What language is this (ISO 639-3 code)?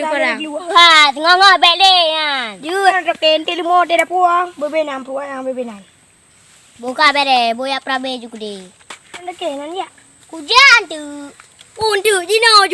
ace